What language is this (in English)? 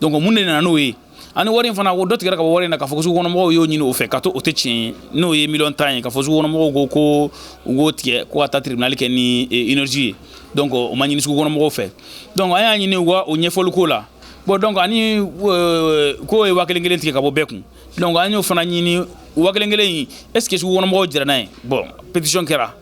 Bambara